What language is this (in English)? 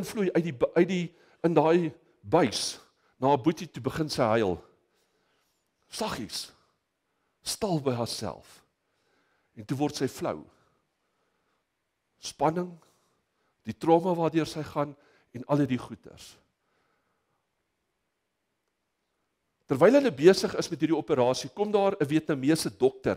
Afrikaans